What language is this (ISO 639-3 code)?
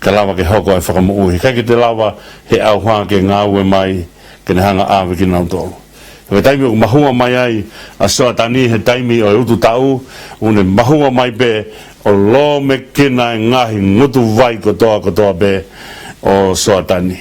ton